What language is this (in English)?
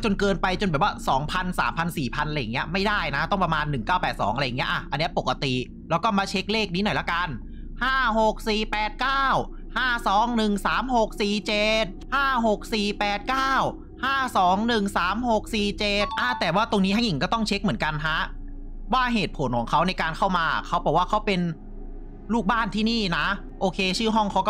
Thai